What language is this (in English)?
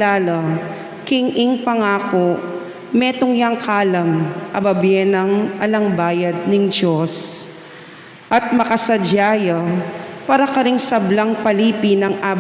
Pampanga